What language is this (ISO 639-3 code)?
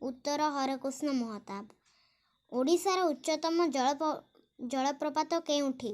ori